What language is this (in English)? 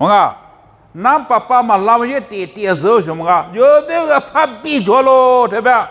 Lisu